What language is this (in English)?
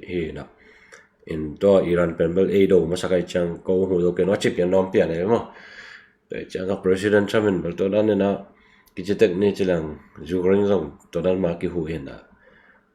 Tedim Chin